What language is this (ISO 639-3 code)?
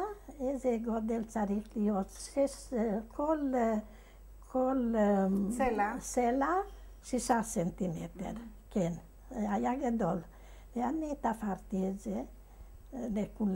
heb